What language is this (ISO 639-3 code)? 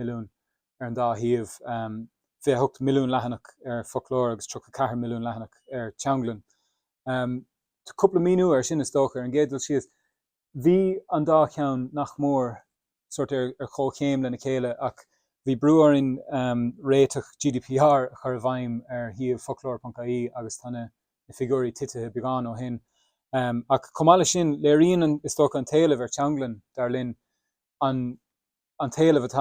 gle